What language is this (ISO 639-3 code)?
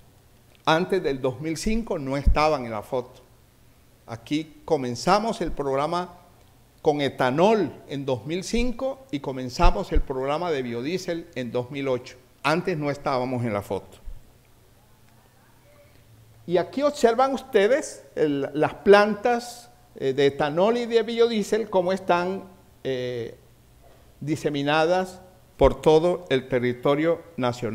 spa